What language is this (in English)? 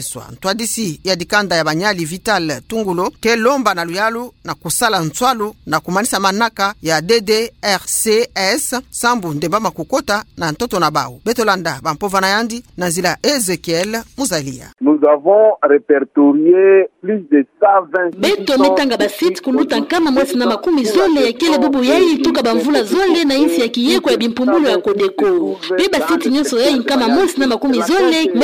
Kituba (Democratic Republic of Congo)